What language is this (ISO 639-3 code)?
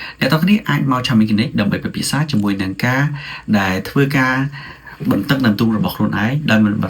khm